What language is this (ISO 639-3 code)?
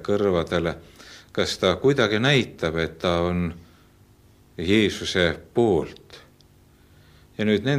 est